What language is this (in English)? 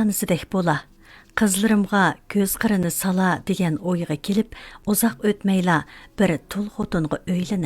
Uyghur